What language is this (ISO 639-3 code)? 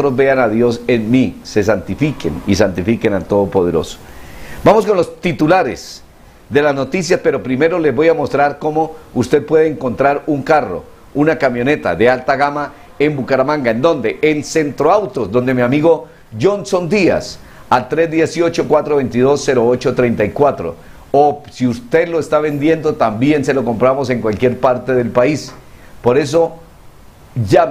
spa